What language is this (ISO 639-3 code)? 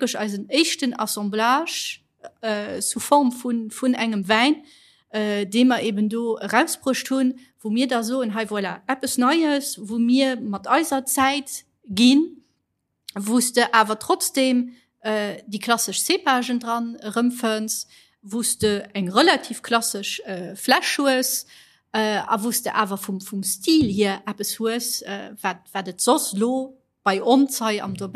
ltz